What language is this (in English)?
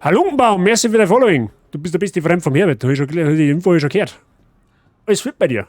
Bavarian